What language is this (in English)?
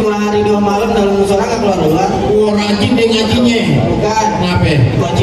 Betawi